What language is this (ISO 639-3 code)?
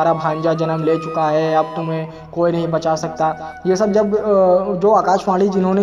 hin